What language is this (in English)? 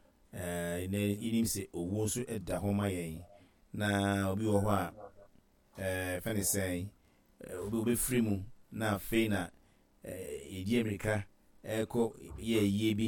Akan